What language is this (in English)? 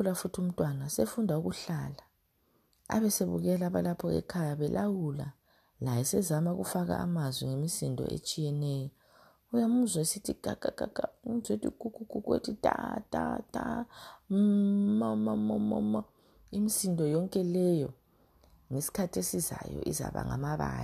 North Ndebele